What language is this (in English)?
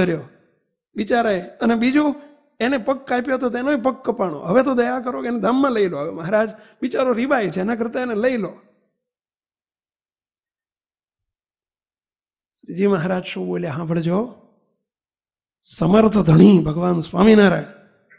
Gujarati